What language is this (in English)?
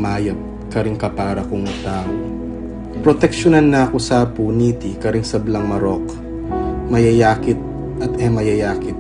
Pampanga